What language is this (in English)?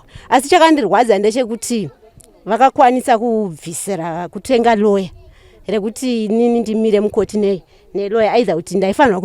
Shona